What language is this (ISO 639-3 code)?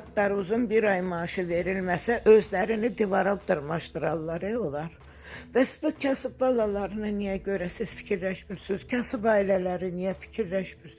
aze